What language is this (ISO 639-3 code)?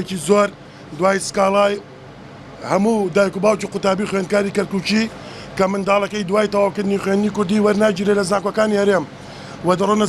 ckb